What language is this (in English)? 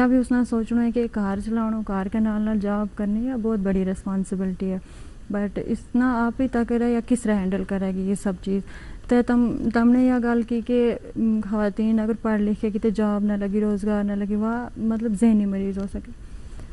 Gujari